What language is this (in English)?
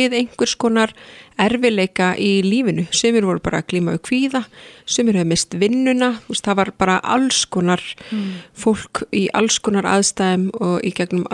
Icelandic